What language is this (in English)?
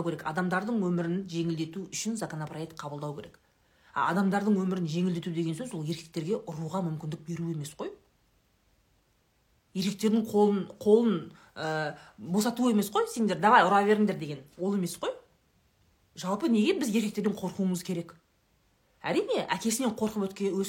Kazakh